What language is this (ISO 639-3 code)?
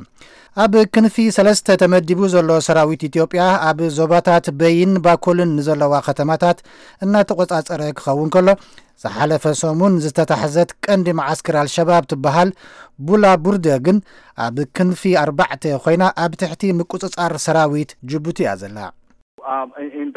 tir